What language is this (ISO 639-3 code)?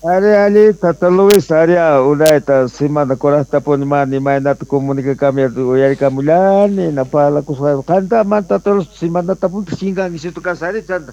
que